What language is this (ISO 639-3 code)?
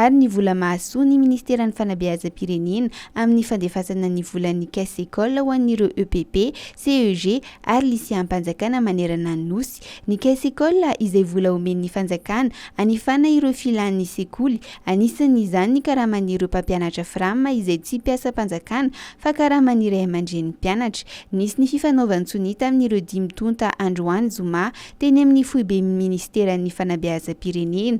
mlg